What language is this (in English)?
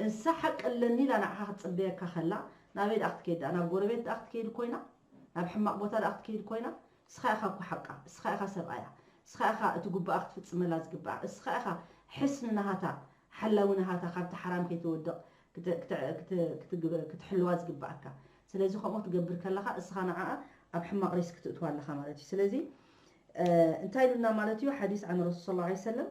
Tigrinya